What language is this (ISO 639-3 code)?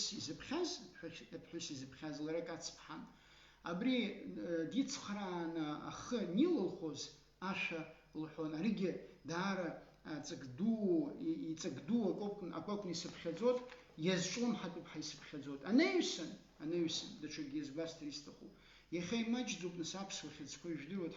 abk